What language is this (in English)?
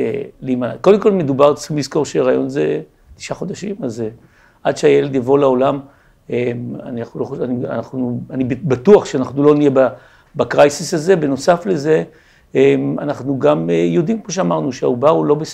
Hebrew